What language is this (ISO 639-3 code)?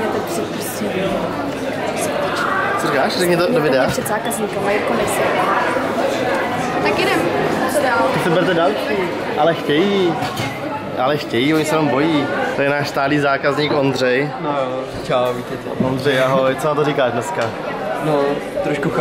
ces